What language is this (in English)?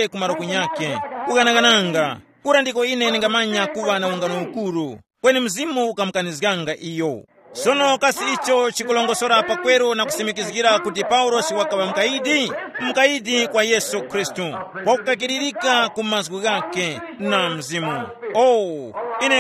Tumbuka